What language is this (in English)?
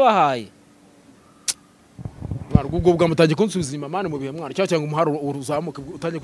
Kinyarwanda